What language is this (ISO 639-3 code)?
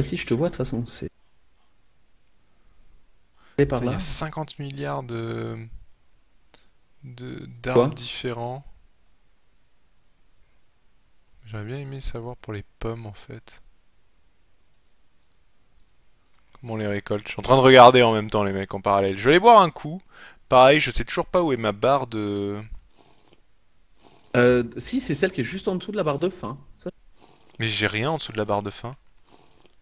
fra